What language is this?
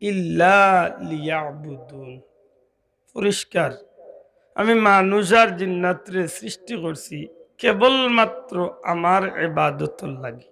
Sylheti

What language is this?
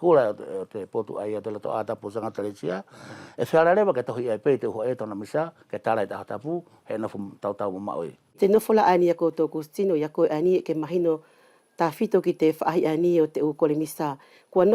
Wallisian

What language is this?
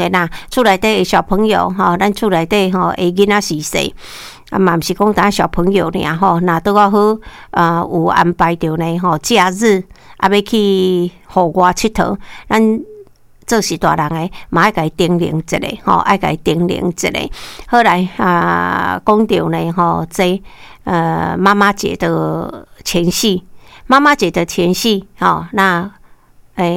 Min Nan Chinese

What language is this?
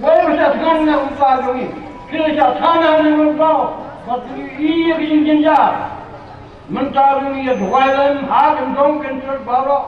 Khasi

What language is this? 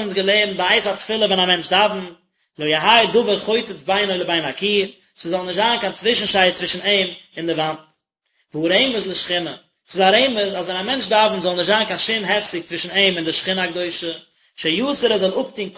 Yiddish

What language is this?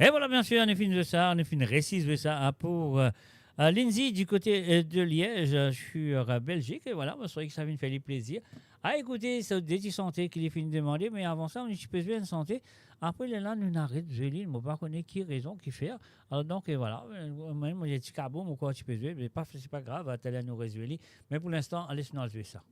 Morisyen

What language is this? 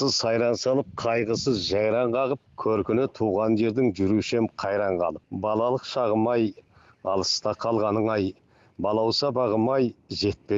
Kazakh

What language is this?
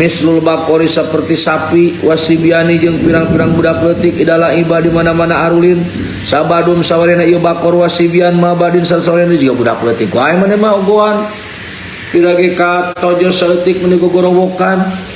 Sundanese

